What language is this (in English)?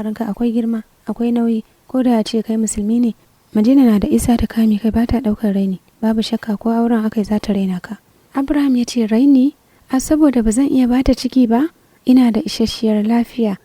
Hausa